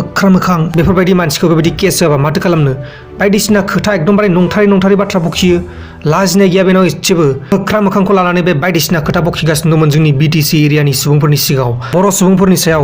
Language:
Bodo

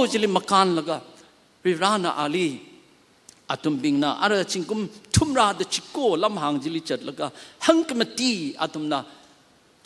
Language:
Tangkhul Naga (India)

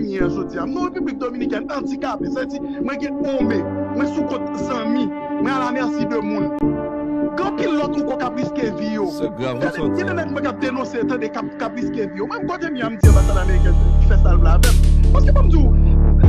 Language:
Haitian Creole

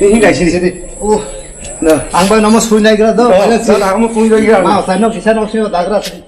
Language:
Kok Borok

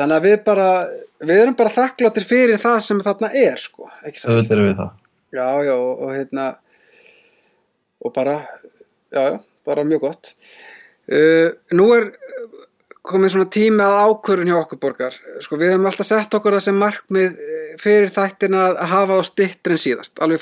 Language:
Icelandic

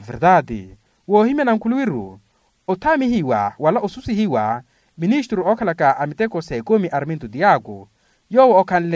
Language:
Makhuwa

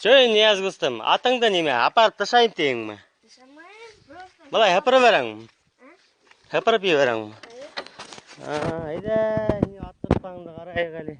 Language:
Bashkir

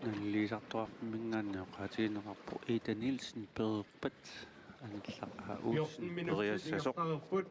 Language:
Kalaallisut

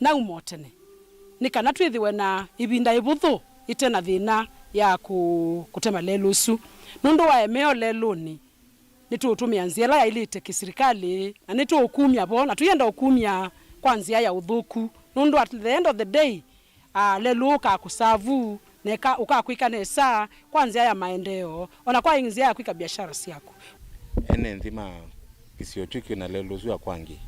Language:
Kamba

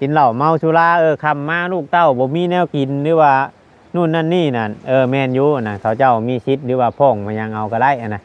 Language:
Northeastern Thai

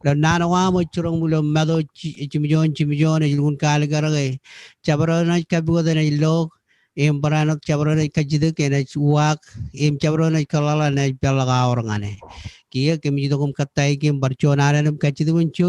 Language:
Marshallese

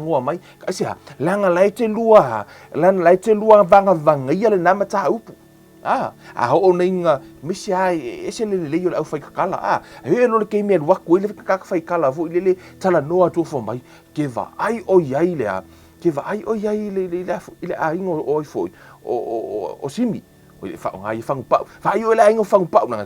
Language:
Samoan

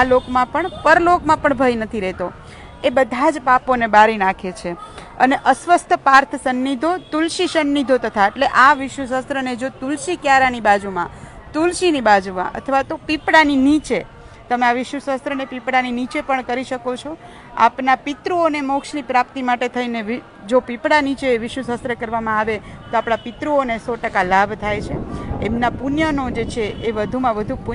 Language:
Gujarati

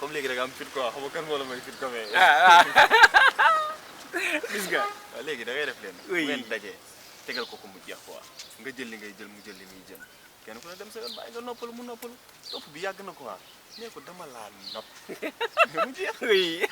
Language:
Wolof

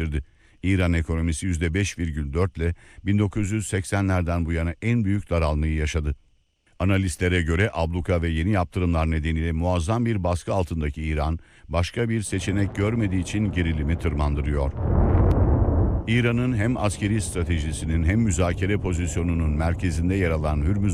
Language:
Turkish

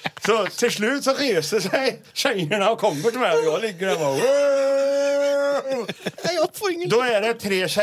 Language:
Swedish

